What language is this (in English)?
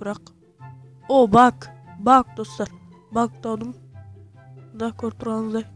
Kara-Kalpak